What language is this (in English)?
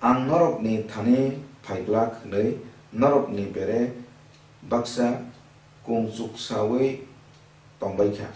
Kok Borok